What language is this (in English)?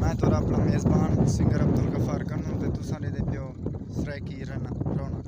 Saraiki